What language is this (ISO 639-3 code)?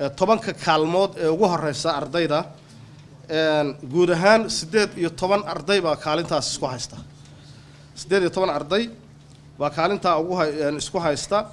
som